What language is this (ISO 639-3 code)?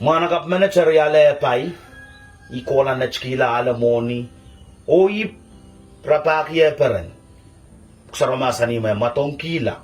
pon